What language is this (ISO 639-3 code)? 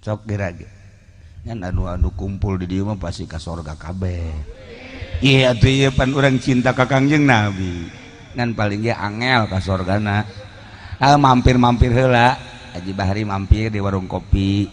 sun